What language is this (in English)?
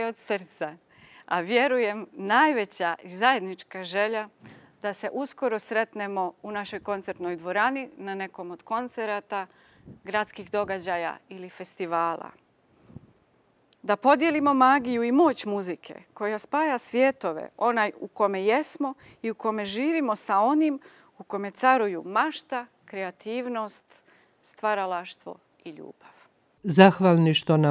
Bosnian